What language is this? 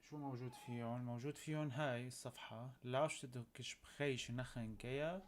North Levantine Arabic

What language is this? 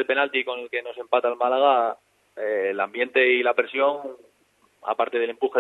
Spanish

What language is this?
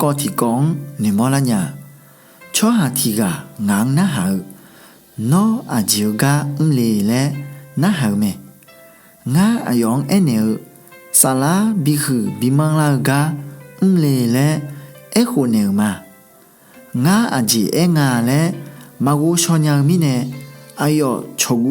Akha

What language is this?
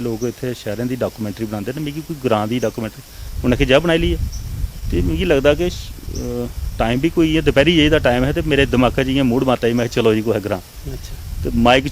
Dogri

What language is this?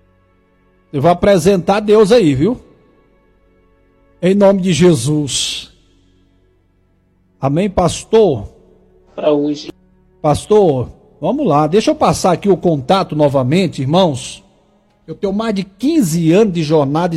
Portuguese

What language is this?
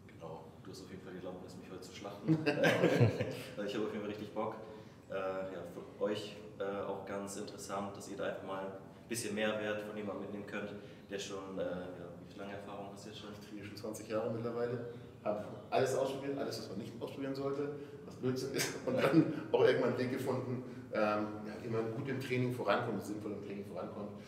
German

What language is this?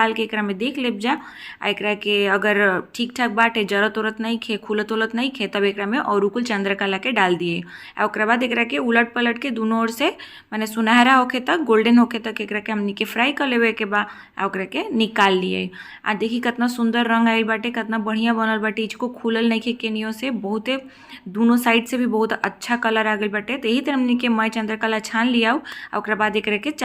Bhojpuri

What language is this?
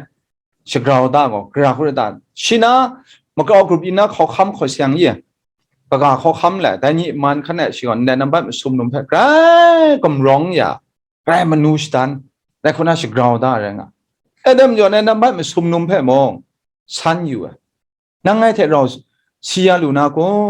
Kachin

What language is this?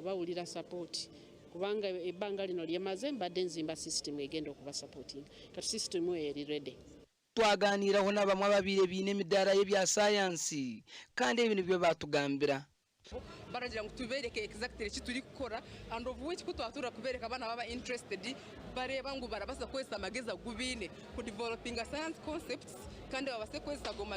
Nyankole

